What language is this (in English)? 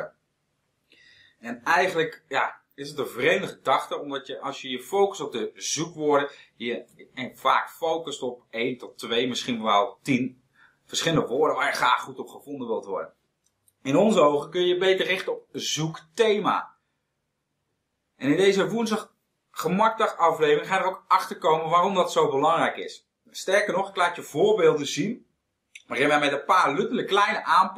Dutch